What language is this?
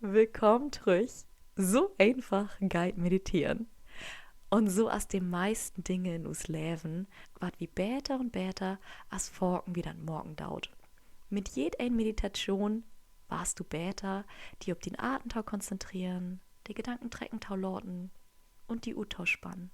Low German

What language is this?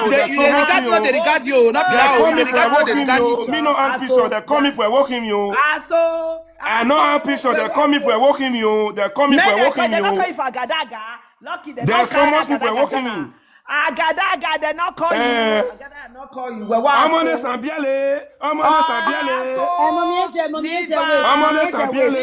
Nigerian Pidgin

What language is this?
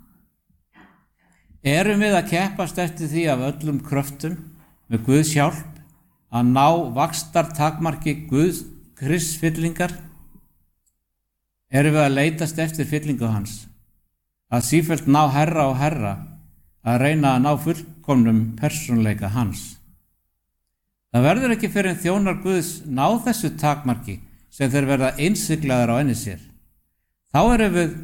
Icelandic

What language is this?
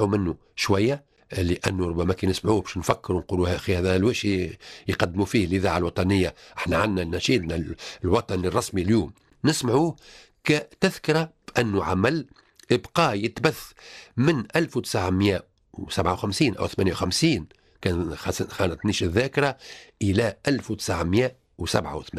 Tunisian Arabic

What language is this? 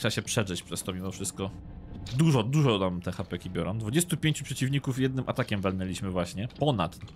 Polish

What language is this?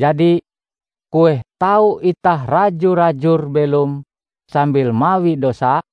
Ngaju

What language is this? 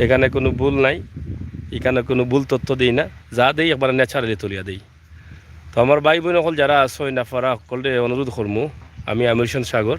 Sylheti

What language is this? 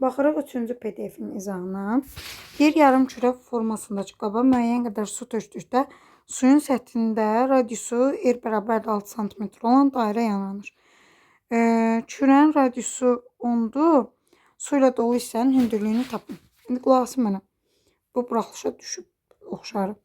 Azerbaijani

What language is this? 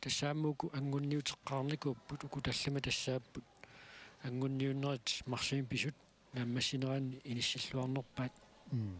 Kalaallisut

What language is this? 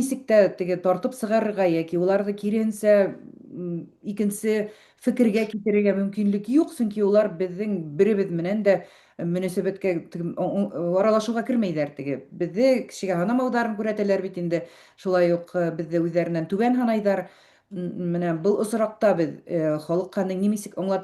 Bashkir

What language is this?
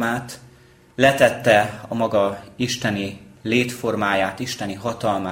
Hungarian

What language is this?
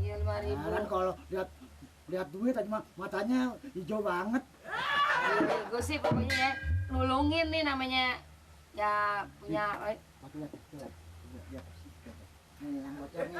Betawi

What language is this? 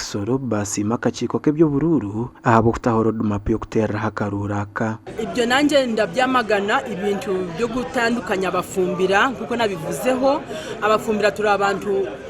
Nyankole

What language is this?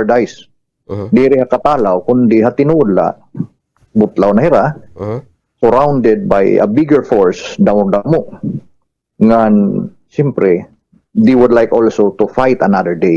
Waray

